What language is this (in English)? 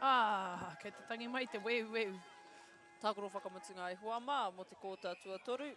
Māori